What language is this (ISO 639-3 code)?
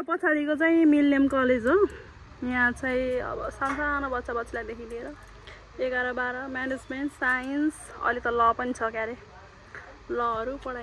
nep